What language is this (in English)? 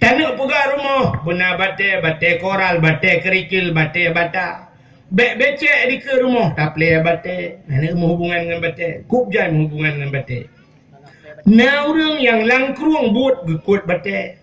Achinese